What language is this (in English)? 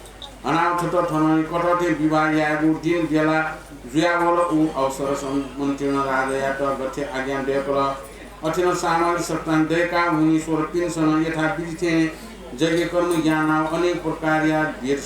Newari